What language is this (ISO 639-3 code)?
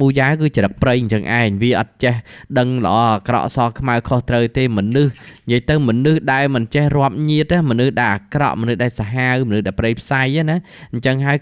khm